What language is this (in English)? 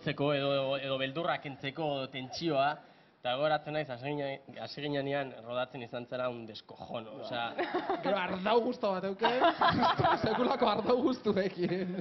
Basque